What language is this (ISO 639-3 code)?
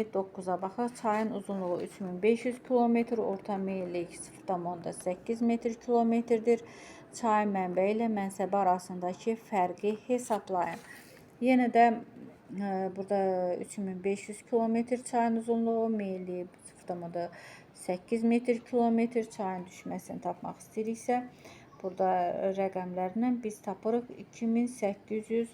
aze